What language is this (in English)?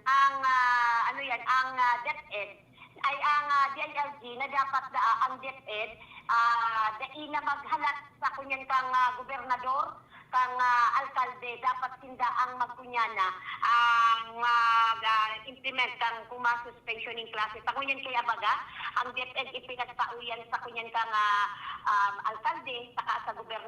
Bikol